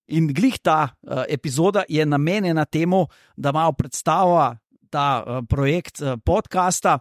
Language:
Slovenian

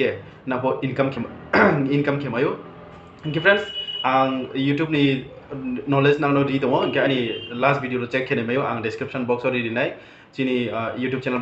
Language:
Riang (India)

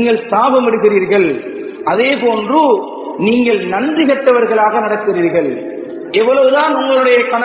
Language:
Tamil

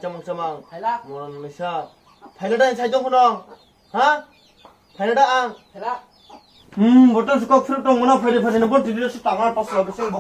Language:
Kok Borok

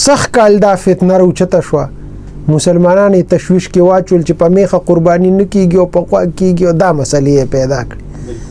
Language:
Pashto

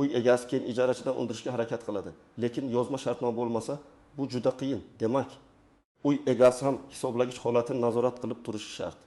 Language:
Uzbek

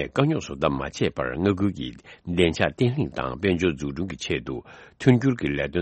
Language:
Tibetan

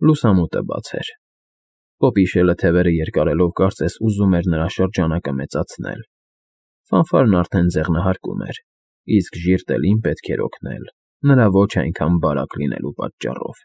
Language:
Armenian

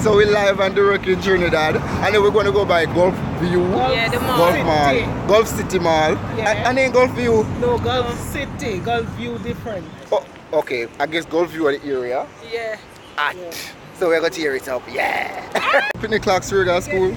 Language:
Jamaican Creole English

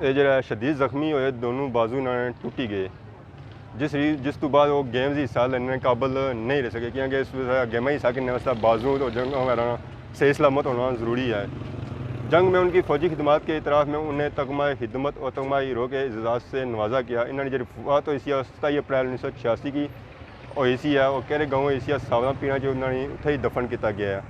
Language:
Pahari-Potwari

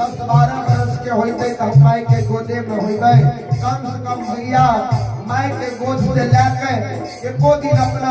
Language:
Maithili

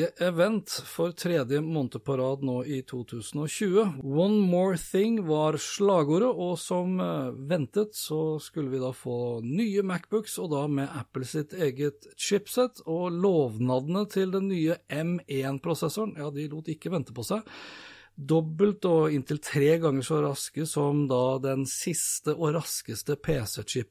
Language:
Norwegian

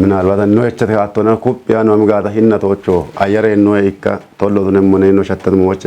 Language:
Kafa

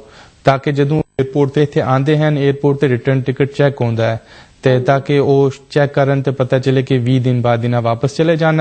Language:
Punjabi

